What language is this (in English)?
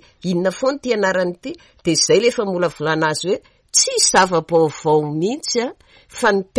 Malagasy